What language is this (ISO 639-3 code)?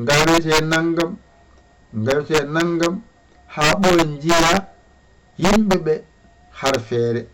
ful